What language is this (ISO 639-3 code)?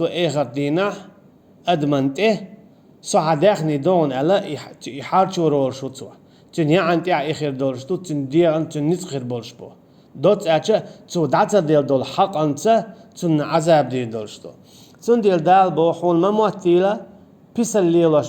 che